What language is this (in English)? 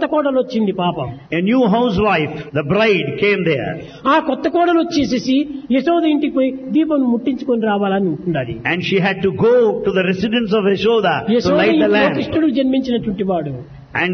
Telugu